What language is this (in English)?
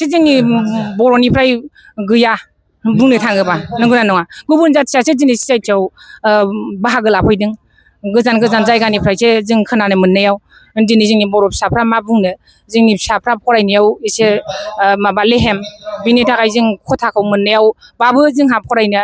Bodo